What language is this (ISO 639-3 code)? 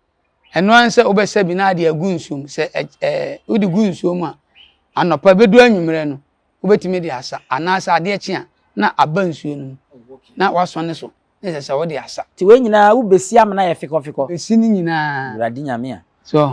aka